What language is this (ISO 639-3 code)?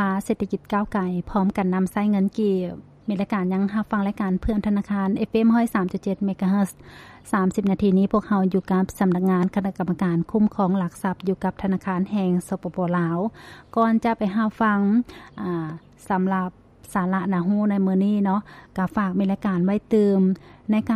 lao